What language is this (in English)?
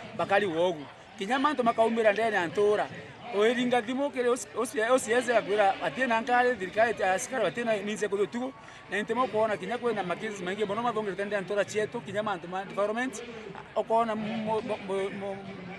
Meru